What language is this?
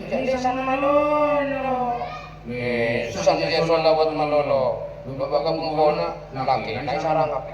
Madurese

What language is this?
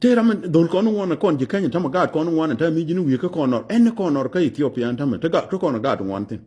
Nuer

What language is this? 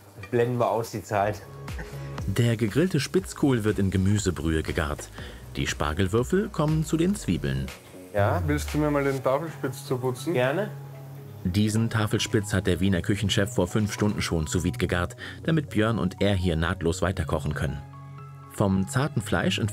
German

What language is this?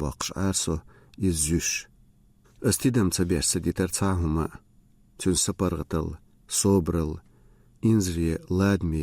Chechen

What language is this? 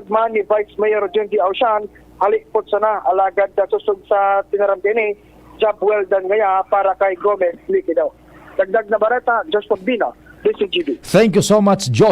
Bikol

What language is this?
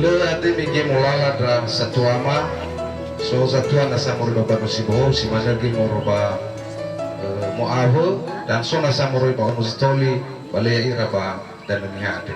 Nias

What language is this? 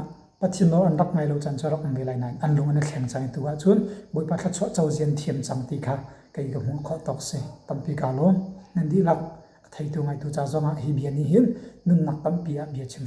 Hakha Chin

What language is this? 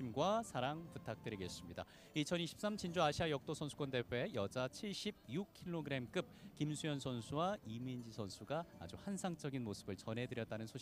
Korean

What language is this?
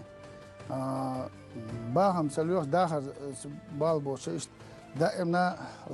Chechen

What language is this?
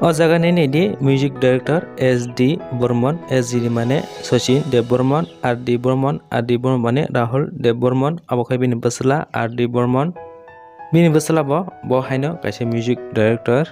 Kok Borok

